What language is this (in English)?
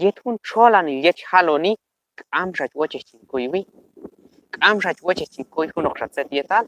Q'anjob'al